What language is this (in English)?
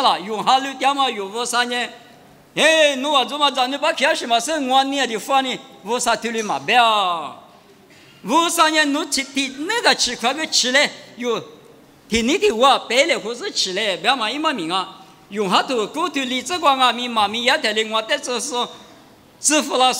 Lisu